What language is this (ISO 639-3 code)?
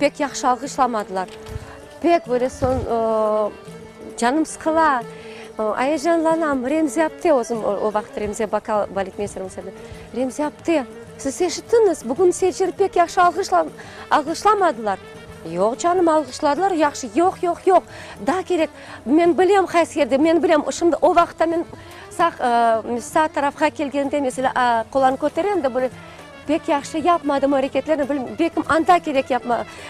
crh